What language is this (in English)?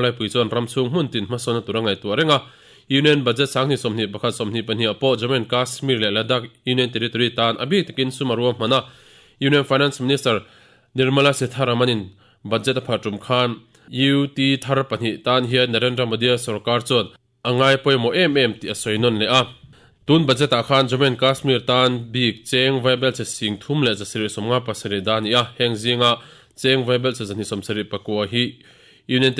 Mizo